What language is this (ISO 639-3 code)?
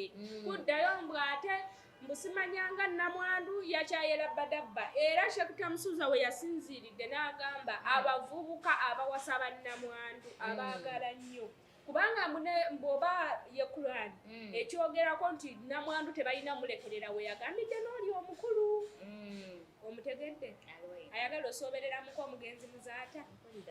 lug